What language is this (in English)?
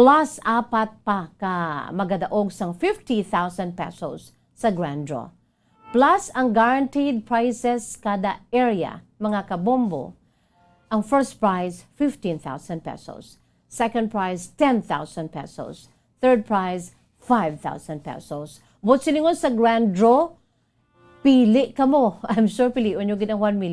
Hiligaynon